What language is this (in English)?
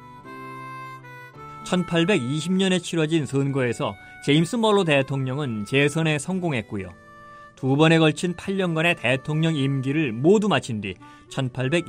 Korean